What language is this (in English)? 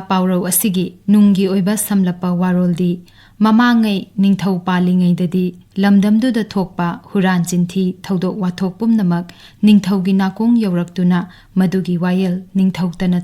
Manipuri